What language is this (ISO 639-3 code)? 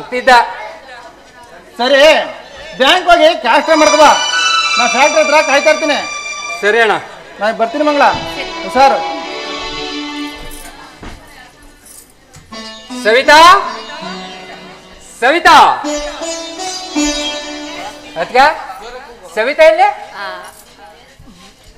kan